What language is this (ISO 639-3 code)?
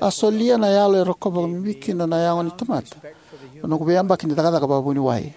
fij